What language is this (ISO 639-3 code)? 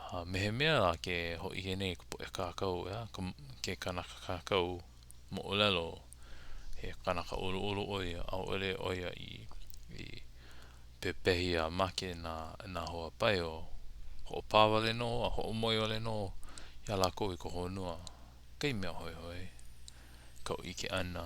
haw